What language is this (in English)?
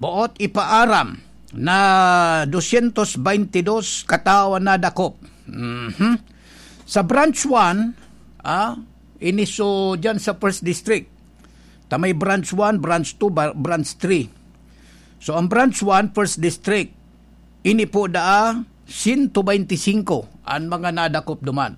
Bikol